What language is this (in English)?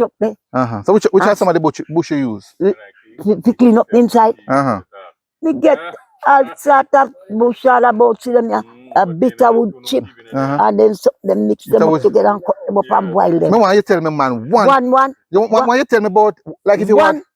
Jamaican Creole English